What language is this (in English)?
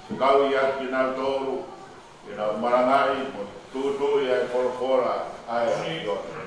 Tongan